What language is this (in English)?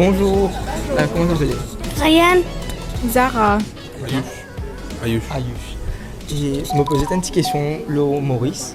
Morisyen